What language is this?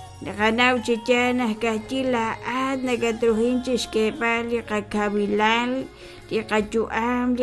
Kekchí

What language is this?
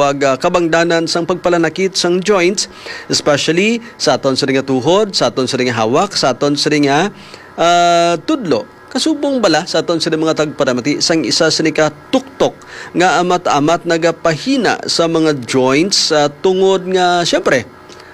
Hiligaynon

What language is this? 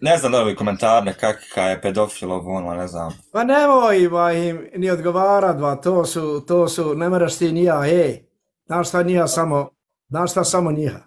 Bosnian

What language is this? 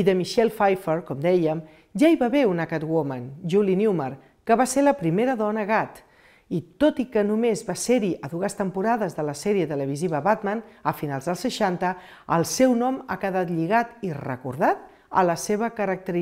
Catalan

